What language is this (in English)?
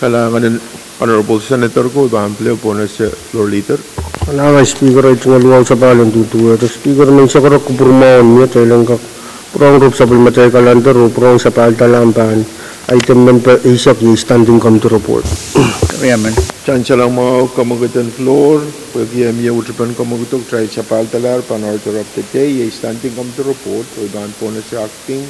Pohnpeian